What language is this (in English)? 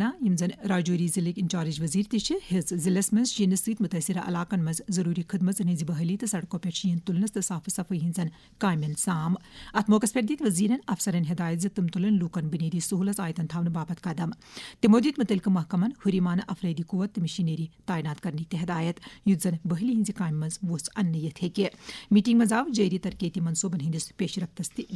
Kashmiri